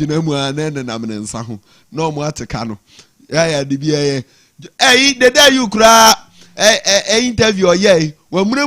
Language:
Akan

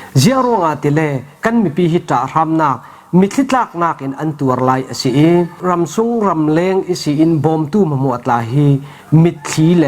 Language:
Falam Chin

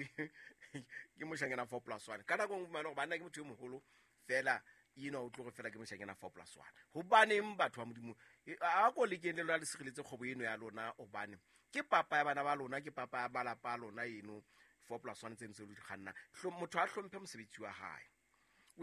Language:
Southern Sotho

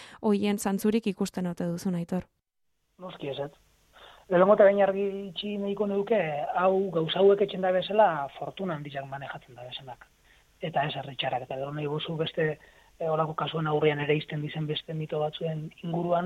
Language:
Basque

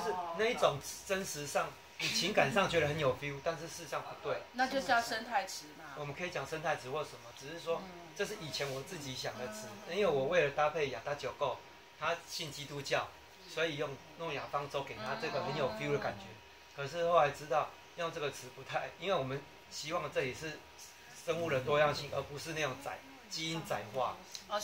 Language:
Chinese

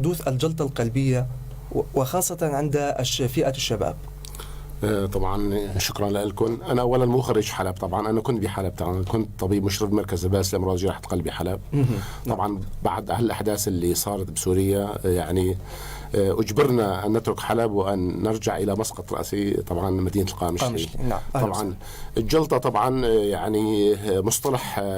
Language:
North Levantine Arabic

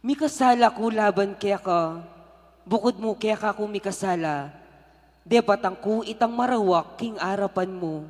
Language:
Pampanga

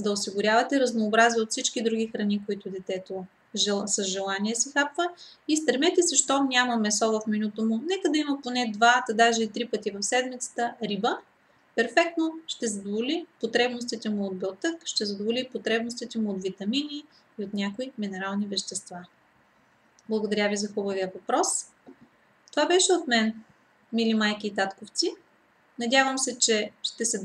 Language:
Bulgarian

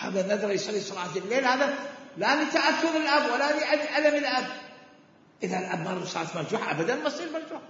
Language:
Mesopotamian Arabic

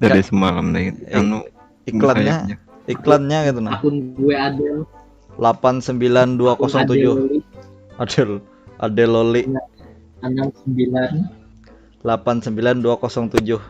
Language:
Banjar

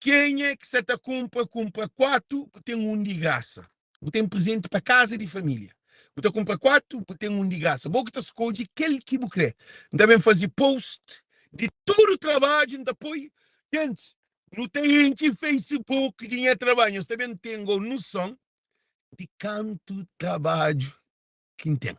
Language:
Kabuverdianu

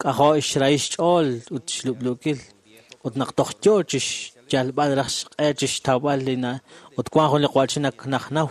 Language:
Kekchí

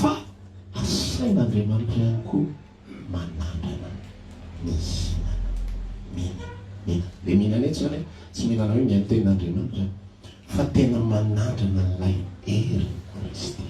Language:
Malagasy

